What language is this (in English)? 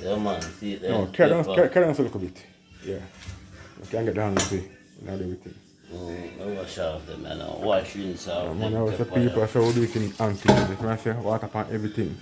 Jamaican Creole English